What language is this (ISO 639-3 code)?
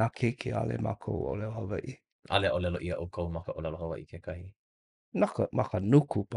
haw